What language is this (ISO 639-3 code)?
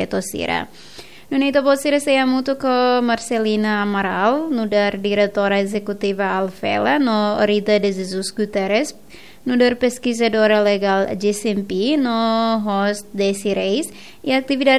tet